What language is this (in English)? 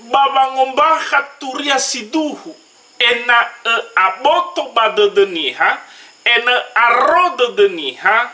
Nias